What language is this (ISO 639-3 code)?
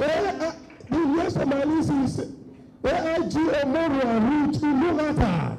pcm